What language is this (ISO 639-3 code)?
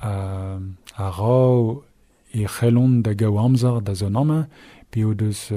bre